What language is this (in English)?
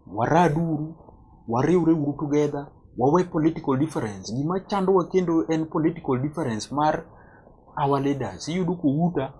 Luo (Kenya and Tanzania)